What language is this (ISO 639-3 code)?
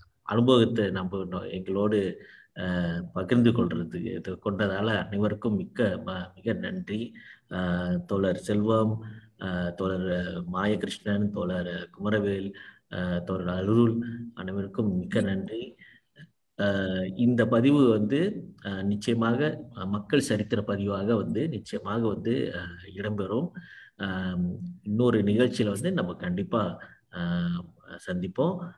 tam